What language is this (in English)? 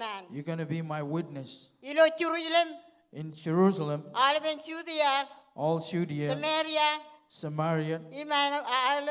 Marshallese